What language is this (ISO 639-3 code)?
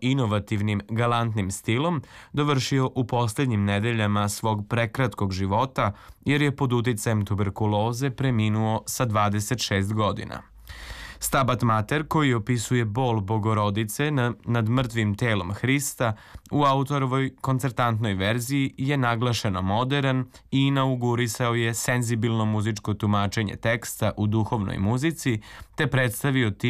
srp